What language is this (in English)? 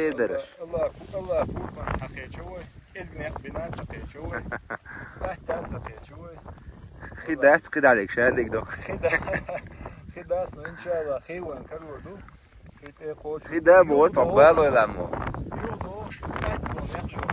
Chechen